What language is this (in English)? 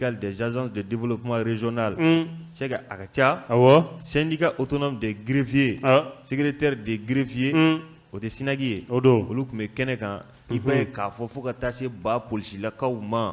Bambara